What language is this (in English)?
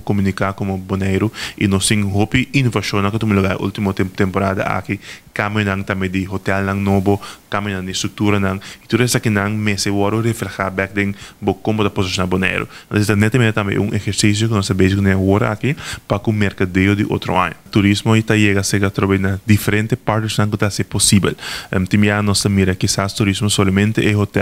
Papiamento